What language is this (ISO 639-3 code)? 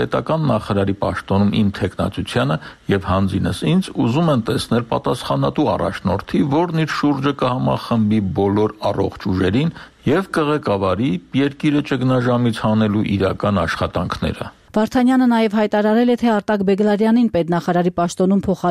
hye